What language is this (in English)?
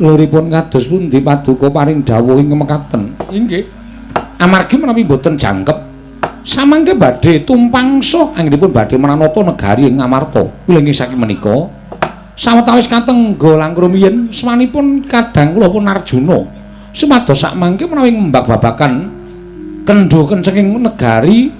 Javanese